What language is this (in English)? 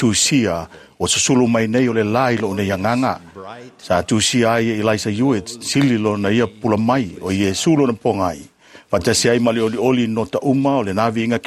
Samoan